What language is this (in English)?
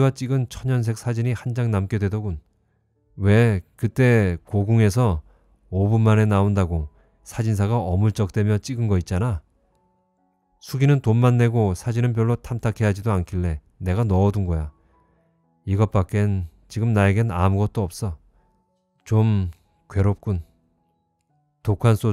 Korean